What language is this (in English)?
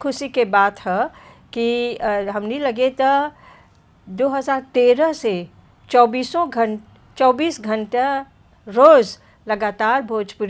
Bhojpuri